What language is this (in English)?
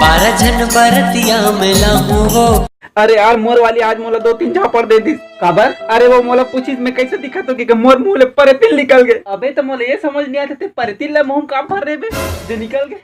Chhattisgarhi